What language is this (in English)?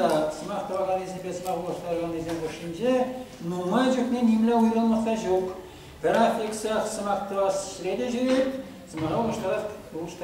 Chuvash